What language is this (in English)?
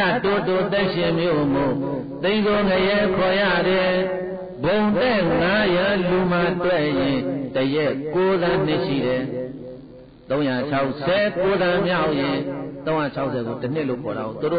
Burmese